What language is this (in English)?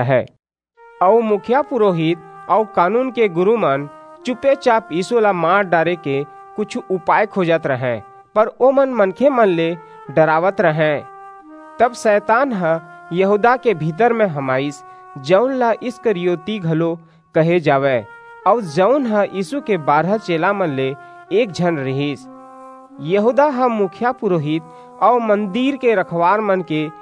Chhattisgarhi